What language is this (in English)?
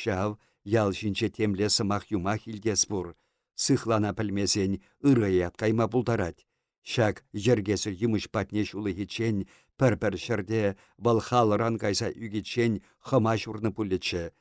Chuvash